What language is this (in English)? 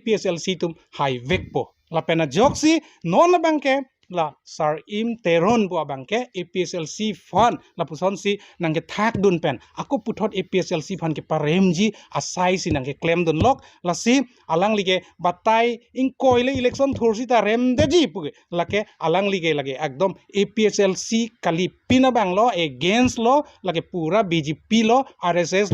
Karbi